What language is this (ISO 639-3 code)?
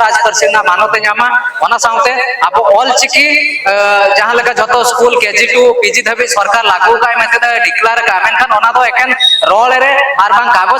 sat